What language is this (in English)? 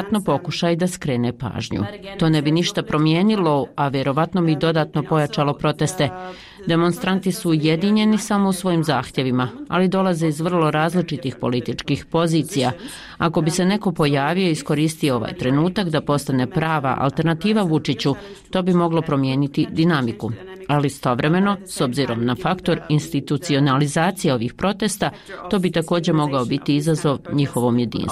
Bosnian